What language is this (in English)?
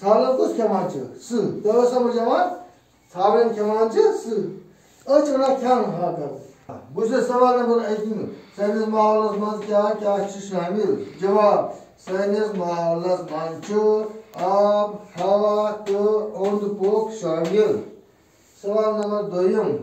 Kashmiri